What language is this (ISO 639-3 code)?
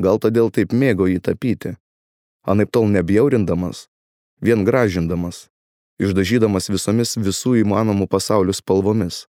lit